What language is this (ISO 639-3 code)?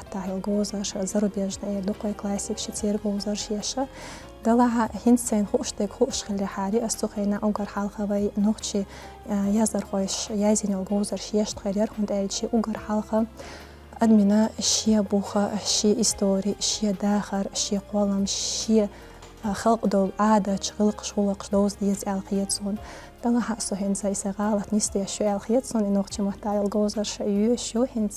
che